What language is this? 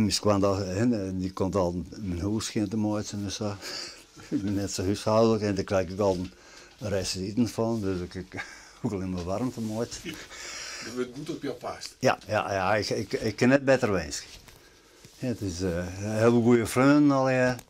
Western Frisian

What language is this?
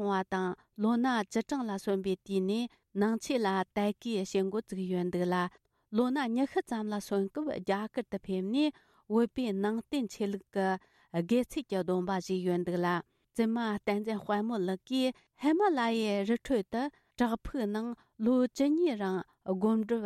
Tibetan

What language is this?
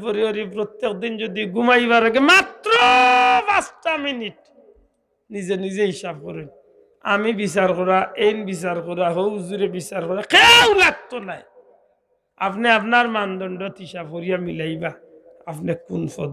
Sylheti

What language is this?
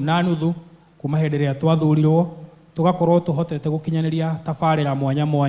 Kikuyu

